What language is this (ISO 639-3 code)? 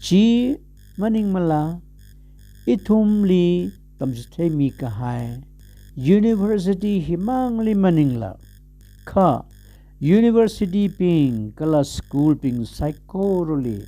nmf